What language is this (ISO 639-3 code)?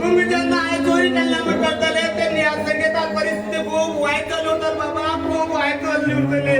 kok